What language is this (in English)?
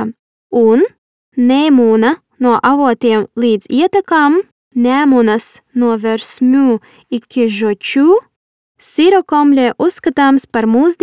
Latvian